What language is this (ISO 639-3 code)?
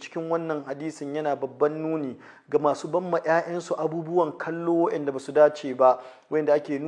hau